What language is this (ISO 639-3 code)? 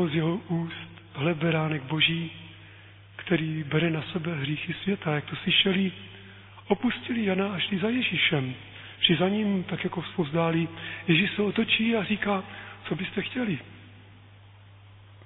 ces